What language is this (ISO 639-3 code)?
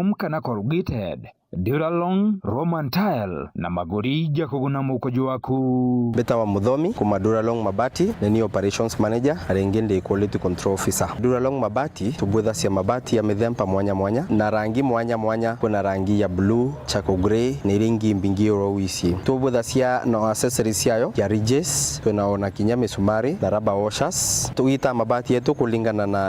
mer